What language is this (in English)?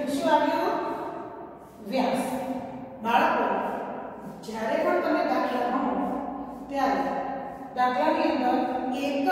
Gujarati